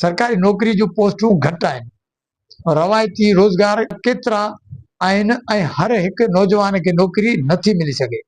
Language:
Sindhi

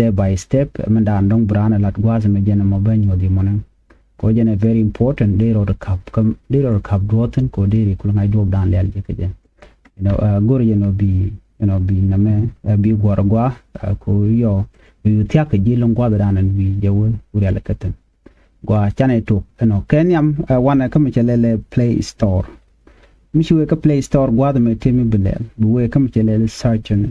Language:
Nuer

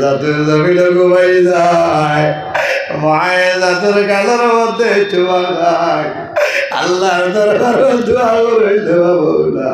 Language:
Sylheti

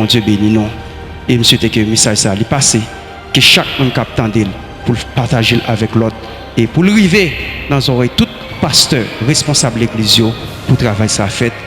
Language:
Haitian Creole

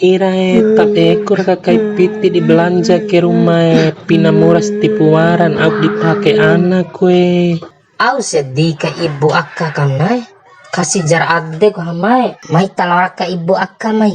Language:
Bima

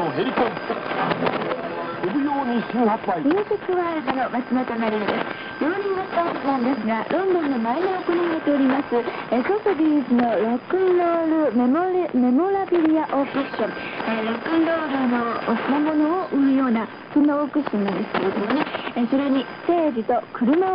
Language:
Japanese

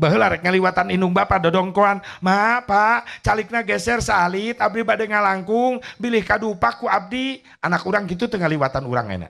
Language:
Sundanese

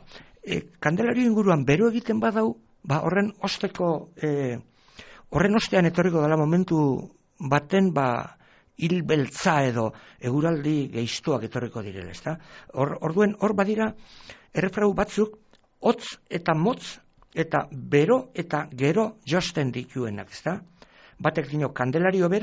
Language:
Basque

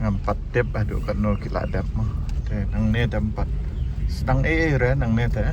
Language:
Khasi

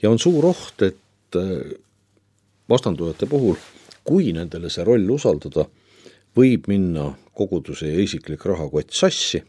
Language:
Estonian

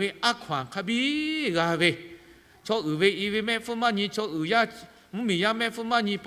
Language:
Lahu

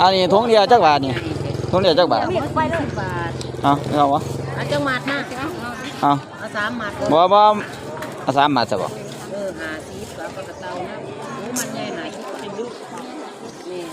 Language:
Northeastern Thai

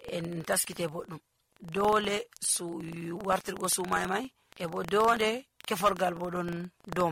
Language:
Nigerian Fulfulde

